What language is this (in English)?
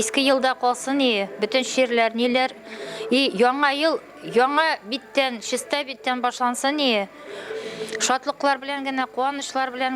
Bashkir